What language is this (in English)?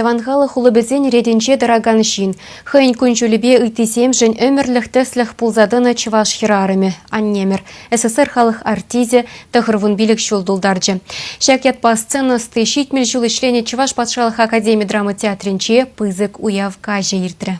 Chuvash